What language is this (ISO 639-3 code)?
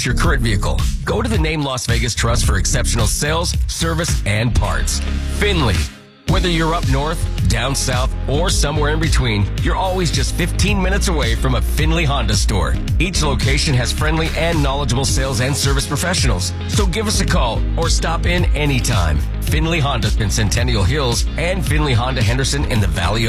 eng